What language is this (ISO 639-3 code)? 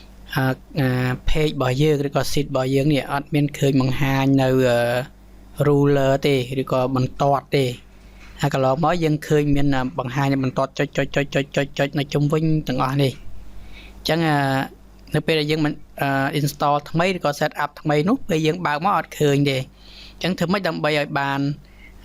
khm